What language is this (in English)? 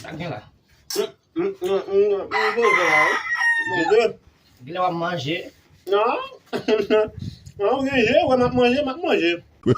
Haitian Creole